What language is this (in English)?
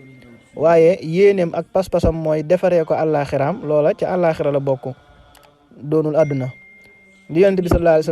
Wolof